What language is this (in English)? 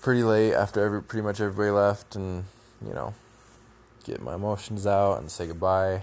English